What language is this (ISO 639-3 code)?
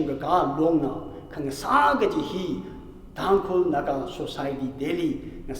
nmf